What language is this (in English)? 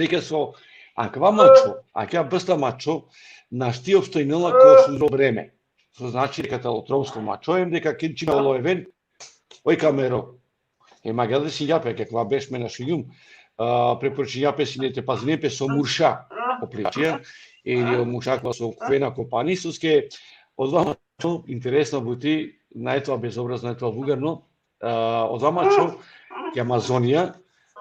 Balkan Romani